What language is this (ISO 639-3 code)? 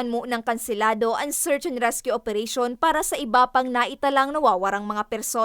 bik